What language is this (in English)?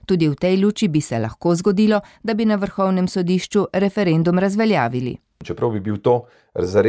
Slovenian